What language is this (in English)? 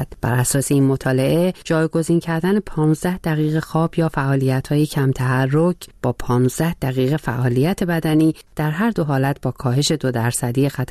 Persian